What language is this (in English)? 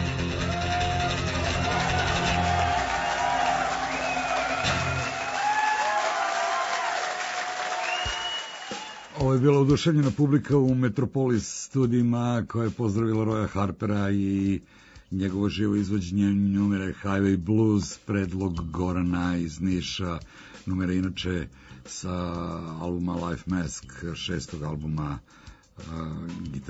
Serbian